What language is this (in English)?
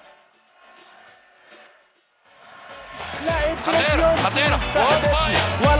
Egyptian Arabic